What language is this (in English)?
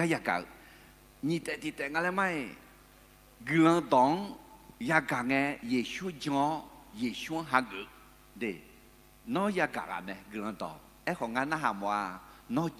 Akha